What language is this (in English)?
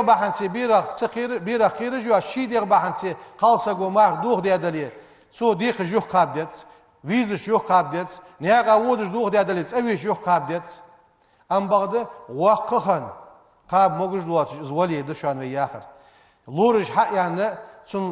Ingush